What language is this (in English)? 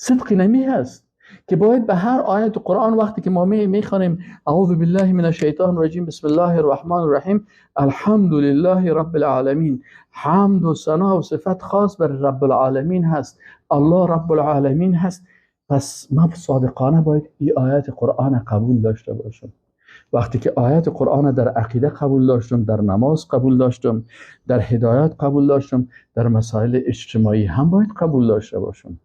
Persian